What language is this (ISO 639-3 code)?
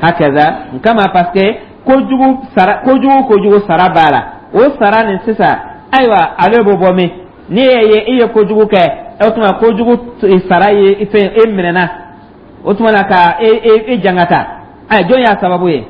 dyu